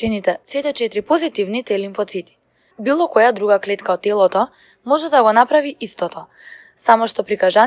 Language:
Macedonian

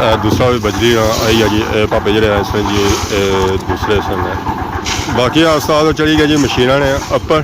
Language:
Pahari-Potwari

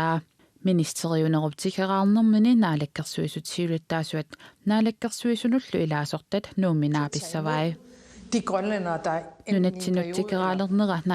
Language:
Kalaallisut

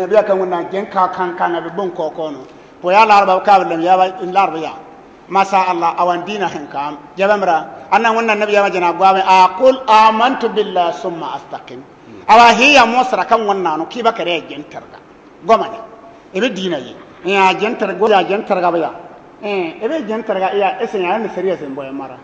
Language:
Bissa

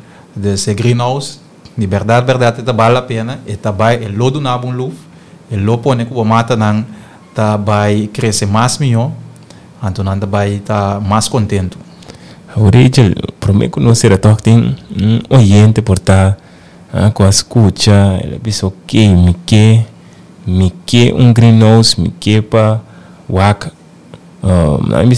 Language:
Papiamento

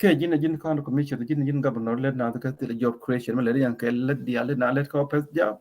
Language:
Nuer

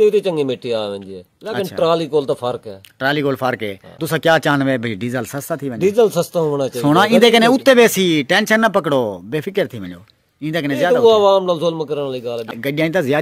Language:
Saraiki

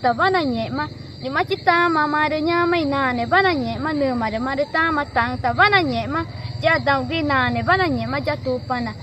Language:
Ticuna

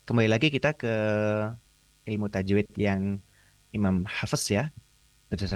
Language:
Indonesian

